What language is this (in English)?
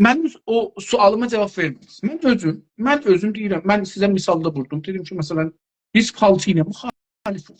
South Azerbaijani